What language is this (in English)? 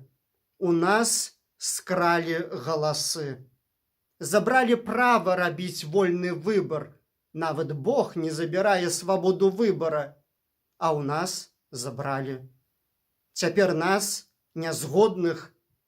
Belarusian